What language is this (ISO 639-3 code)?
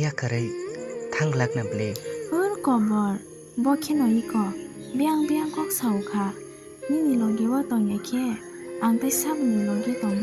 trp